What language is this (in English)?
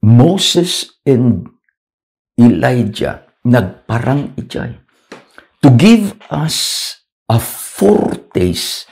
Iloko